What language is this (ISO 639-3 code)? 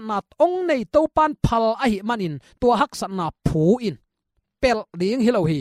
ctd